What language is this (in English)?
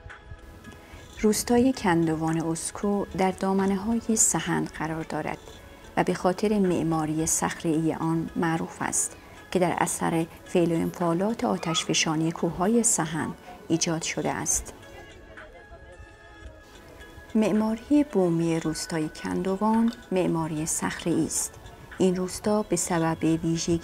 Persian